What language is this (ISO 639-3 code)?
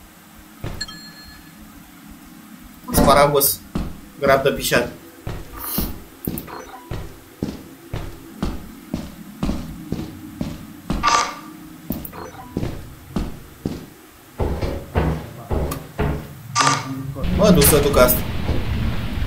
ron